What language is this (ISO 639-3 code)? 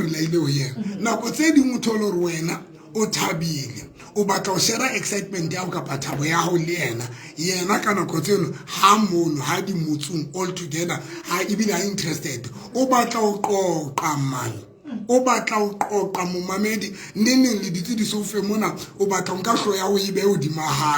sot